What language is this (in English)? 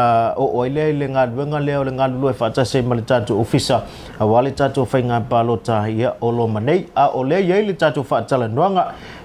Samoan